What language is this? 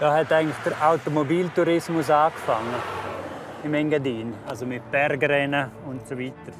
Romansh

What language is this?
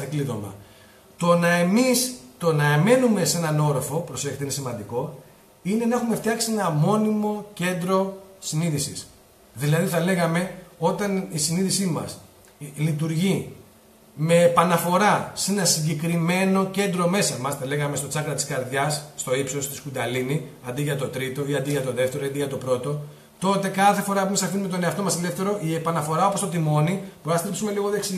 Greek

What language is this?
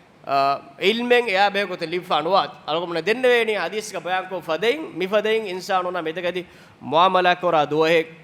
Divehi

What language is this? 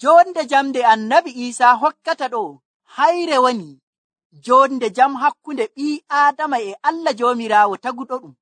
Nigerian Fulfulde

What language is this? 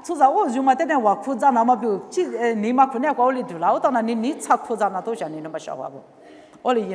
Lisu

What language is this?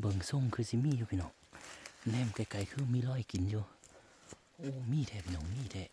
Northeastern Thai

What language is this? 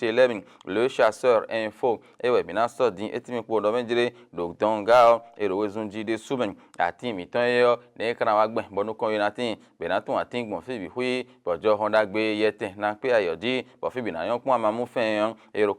Fon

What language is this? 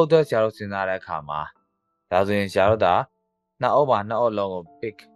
Burmese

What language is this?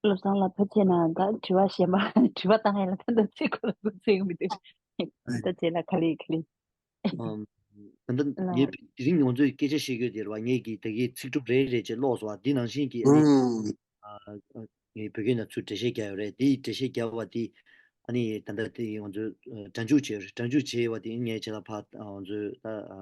Tibetan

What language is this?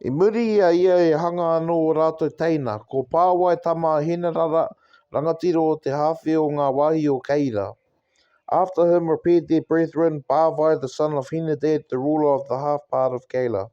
Māori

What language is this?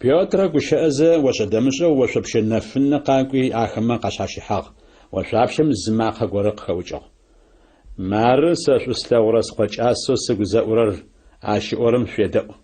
Adyghe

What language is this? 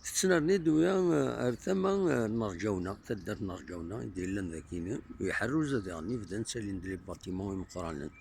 Kabyle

